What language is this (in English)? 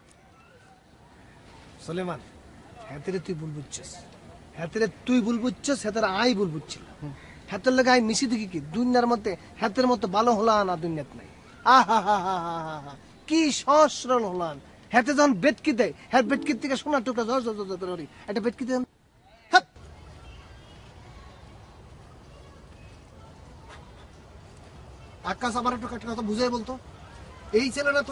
Bangla